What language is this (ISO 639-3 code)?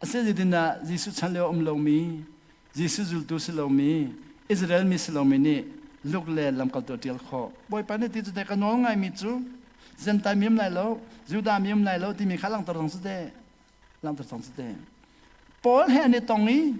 cnh